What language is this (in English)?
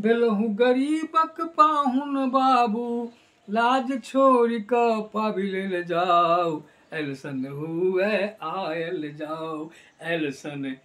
Maithili